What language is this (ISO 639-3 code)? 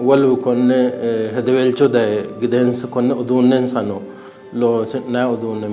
sid